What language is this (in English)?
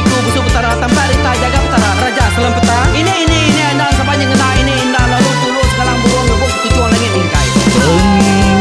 Iban